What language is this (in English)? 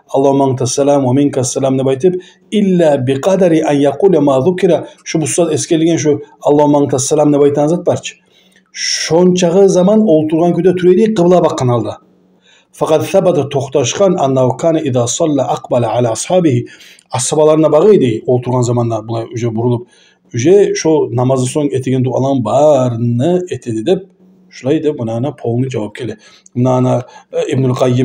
Kumyk